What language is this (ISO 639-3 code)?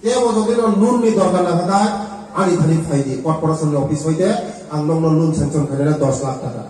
ria